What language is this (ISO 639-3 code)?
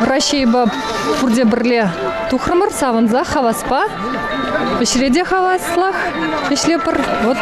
chv